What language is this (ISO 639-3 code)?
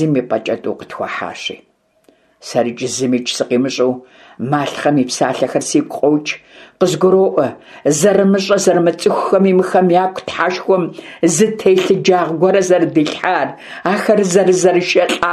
kbd